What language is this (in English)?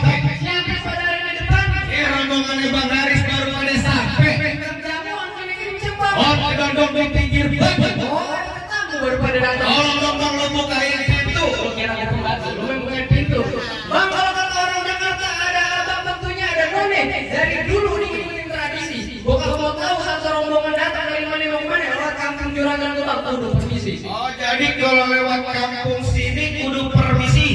Betawi